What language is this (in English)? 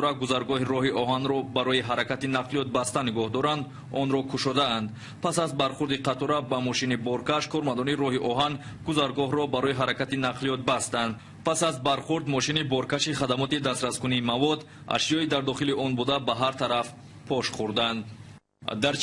Tajik